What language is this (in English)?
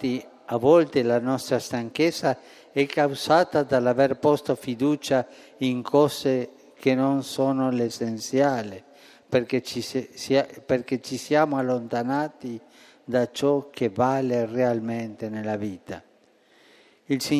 Italian